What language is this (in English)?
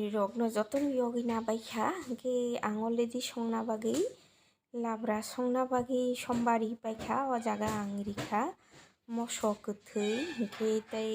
Kok Borok